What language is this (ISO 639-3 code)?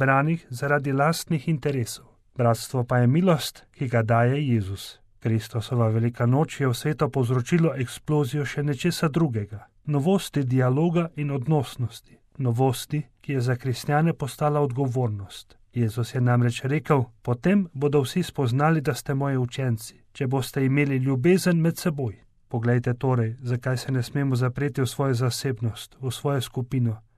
slv